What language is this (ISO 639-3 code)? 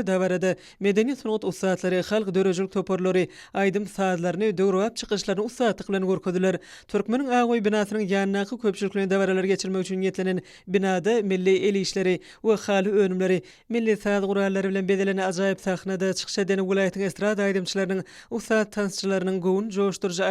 tuk